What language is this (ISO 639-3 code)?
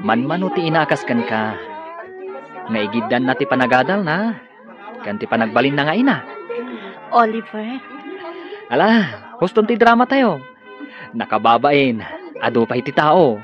ilo